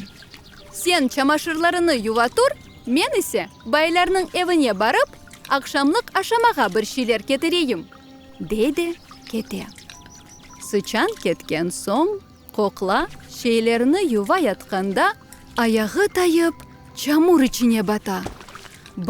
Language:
Crimean Tatar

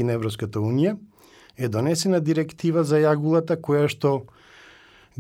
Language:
Macedonian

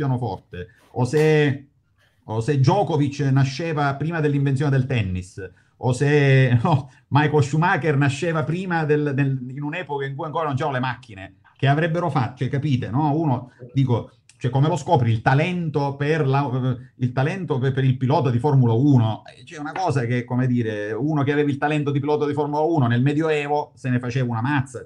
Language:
Italian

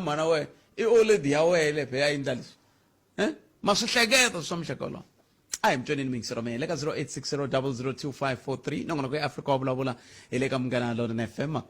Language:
Tsonga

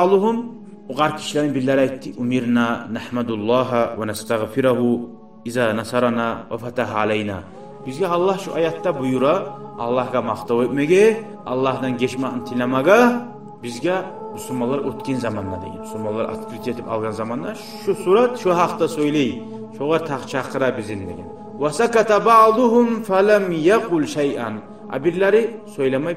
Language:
Kumyk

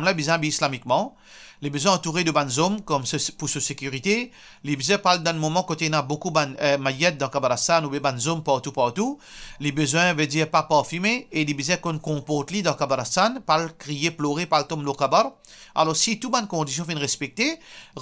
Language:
Morisyen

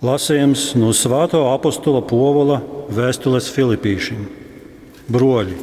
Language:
Latgalian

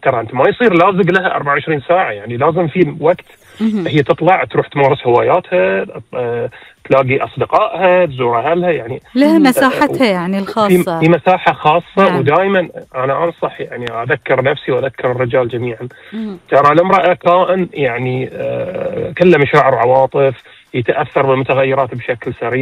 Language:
Gulf Arabic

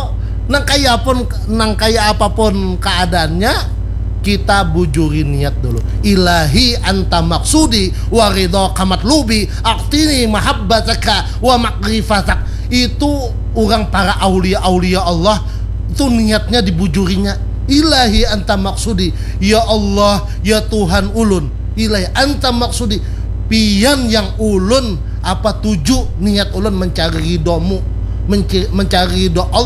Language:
Banjar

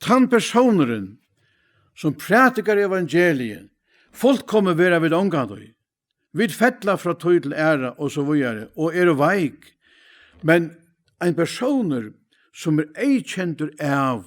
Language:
Faroese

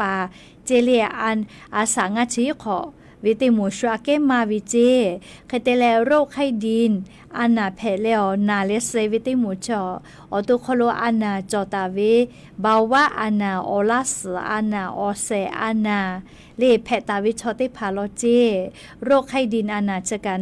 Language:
Lahu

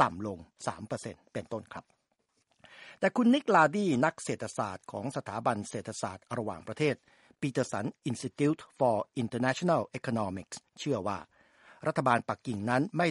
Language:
Thai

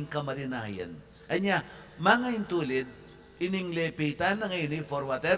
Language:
Pampanga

